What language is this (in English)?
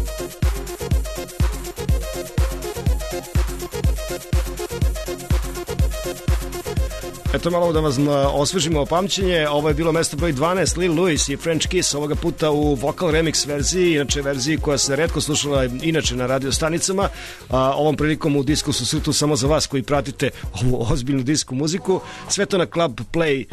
Serbian